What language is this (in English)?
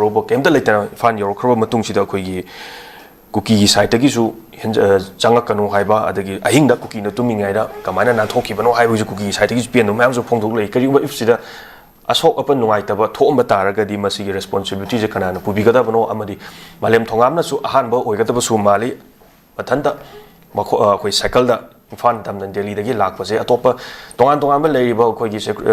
Manipuri